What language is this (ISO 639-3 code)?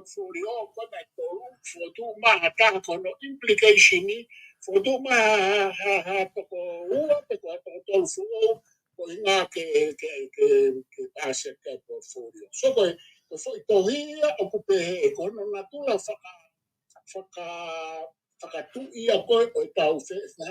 ton